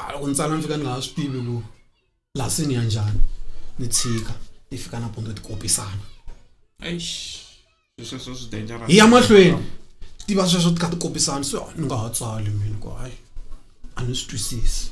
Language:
Tsonga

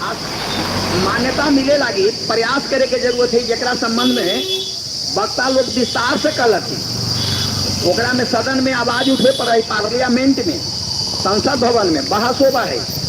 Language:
Magahi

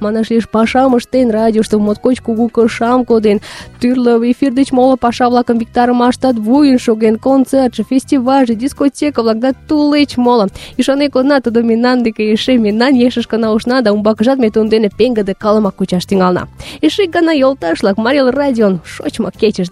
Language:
Mari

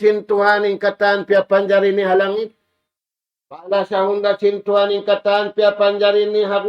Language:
Tausug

